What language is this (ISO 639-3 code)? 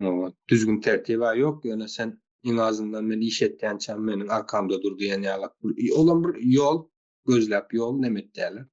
tuk